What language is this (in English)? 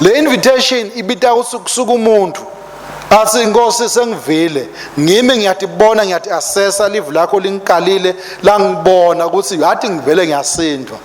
Swati